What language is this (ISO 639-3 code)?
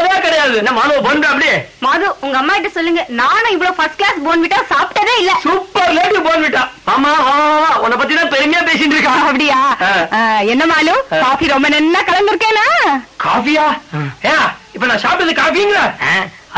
tam